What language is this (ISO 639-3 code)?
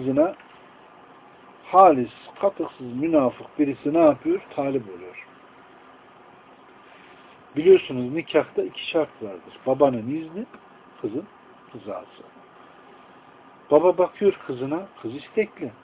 tur